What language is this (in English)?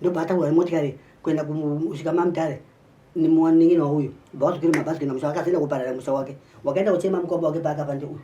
Shona